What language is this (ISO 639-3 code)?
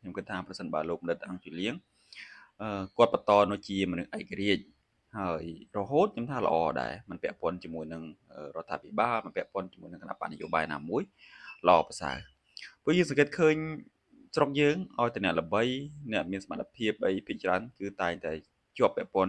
khm